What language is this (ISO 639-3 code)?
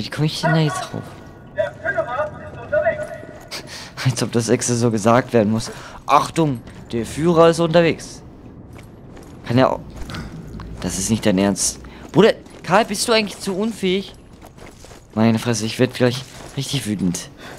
deu